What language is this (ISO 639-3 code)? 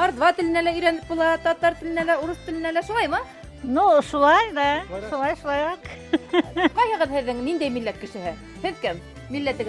bak